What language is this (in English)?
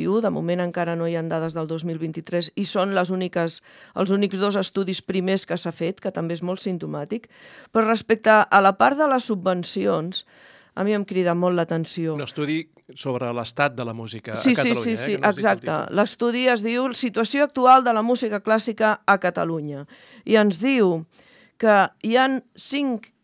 Catalan